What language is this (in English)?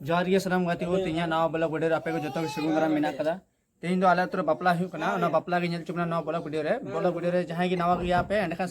Santali